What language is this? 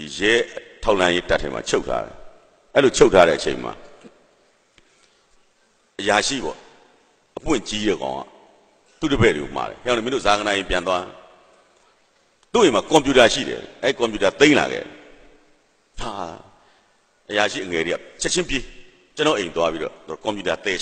Burmese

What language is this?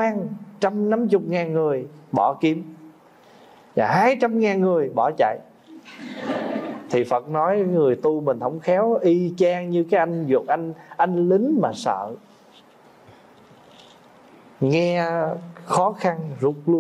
Vietnamese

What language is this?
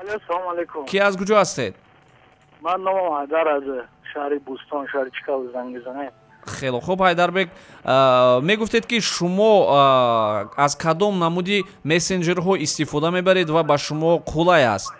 Tajik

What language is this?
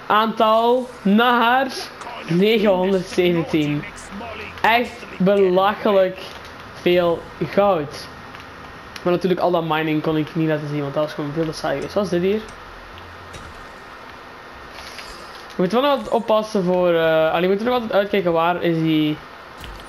Dutch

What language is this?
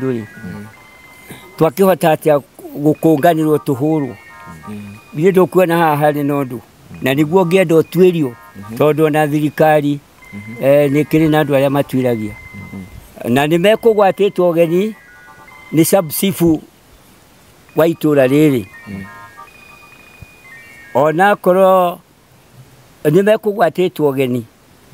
Kikuyu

